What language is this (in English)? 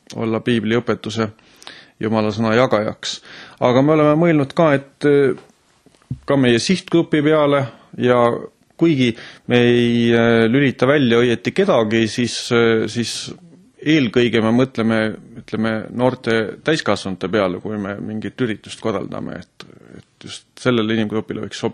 Estonian